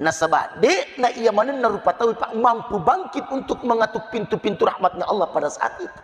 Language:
Buginese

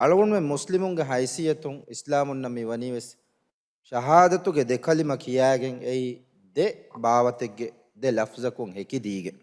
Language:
Divehi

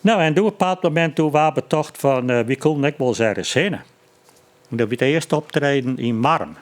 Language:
Western Frisian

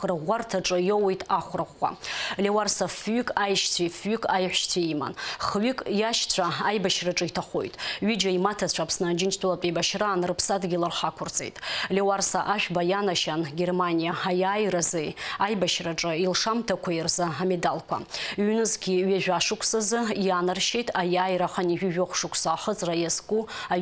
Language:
Abkhazian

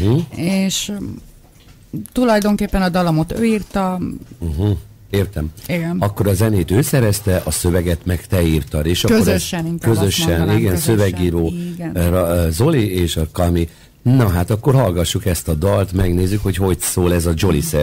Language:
Hungarian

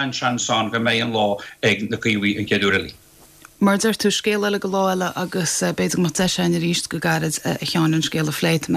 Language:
Irish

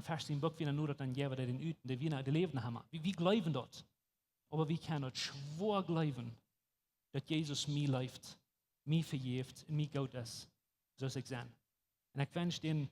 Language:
Plautdietsch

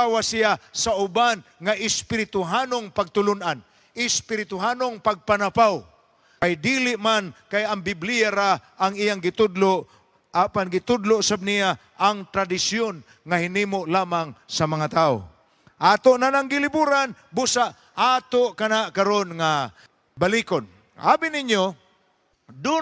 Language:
Cebuano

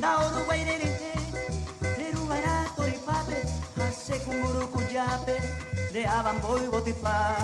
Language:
Guarani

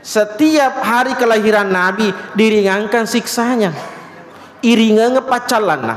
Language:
Buginese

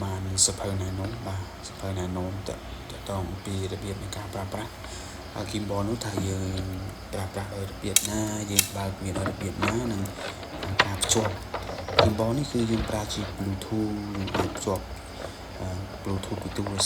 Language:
Khmer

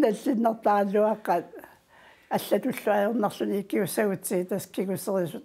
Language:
Kalaallisut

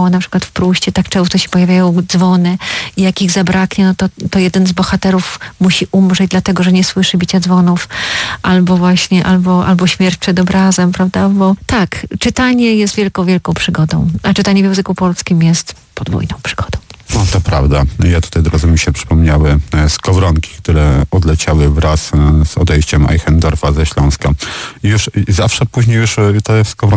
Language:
Polish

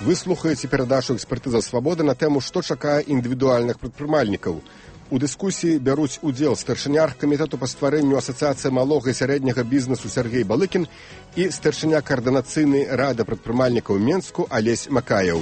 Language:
Belarusian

